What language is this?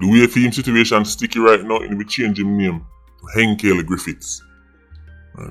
Jamaican Creole English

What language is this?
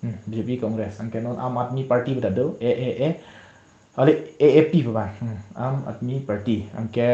Karbi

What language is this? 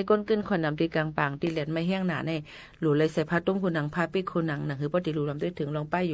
Shan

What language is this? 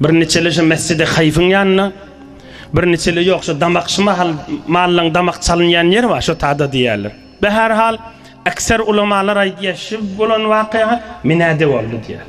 Turkmen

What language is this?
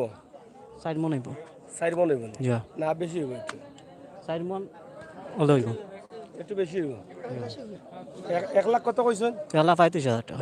Sylheti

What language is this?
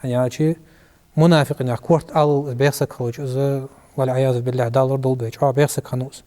Ingush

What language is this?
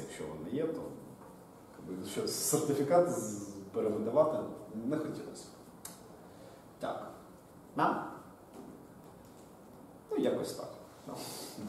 Ukrainian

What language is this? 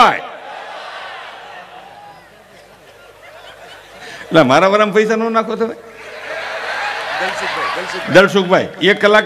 Gujarati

